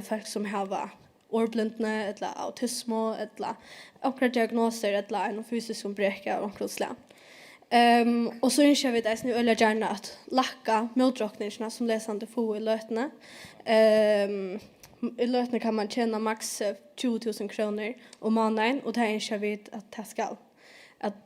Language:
Faroese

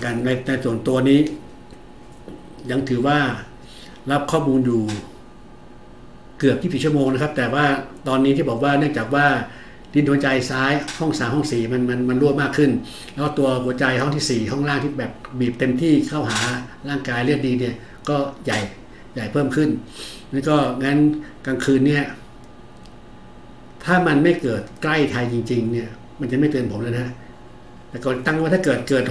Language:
Thai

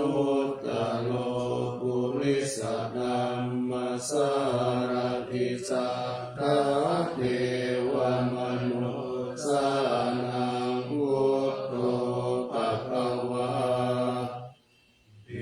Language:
Pali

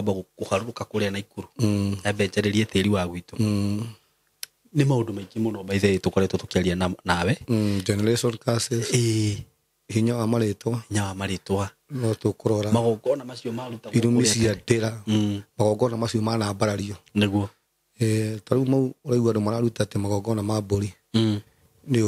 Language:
Kikuyu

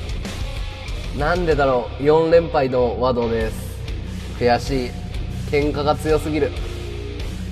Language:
Japanese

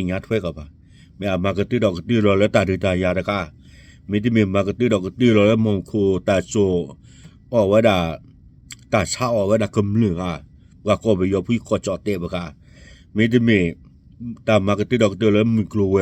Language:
S'gaw Karen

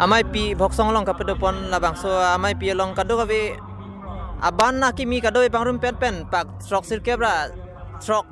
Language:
Karbi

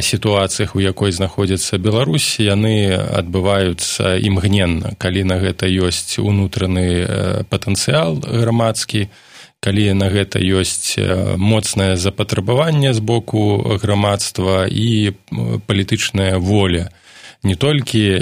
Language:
Belarusian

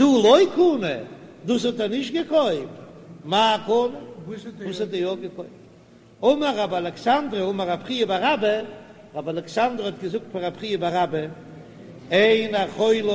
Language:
Yiddish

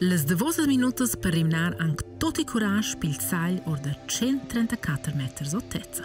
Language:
Romansh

